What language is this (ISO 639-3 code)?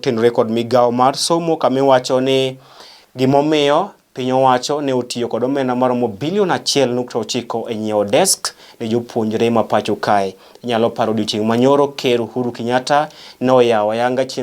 luo